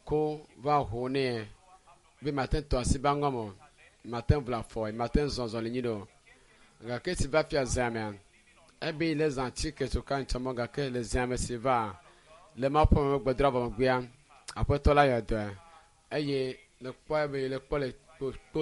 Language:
Ewe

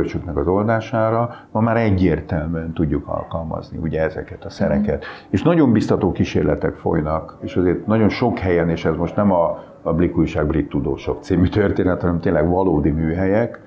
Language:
Hungarian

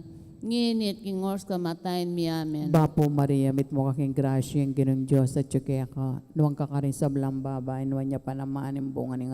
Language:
Pampanga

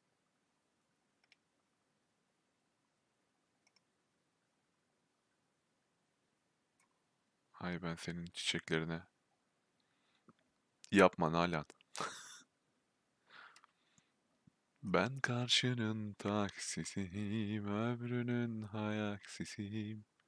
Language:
Turkish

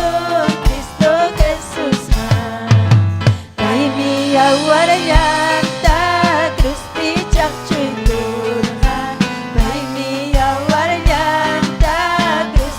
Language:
Ayacucho Quechua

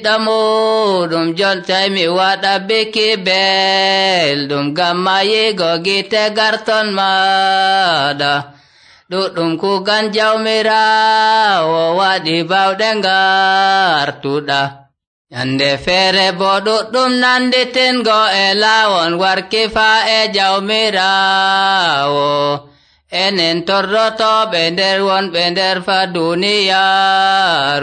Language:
Nigerian Fulfulde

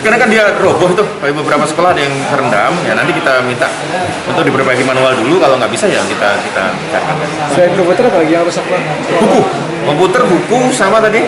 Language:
Banjar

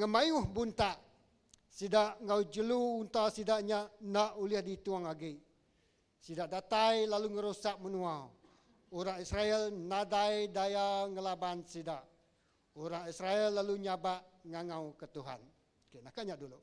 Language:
Iban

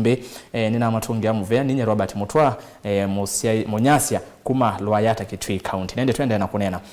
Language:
Kamba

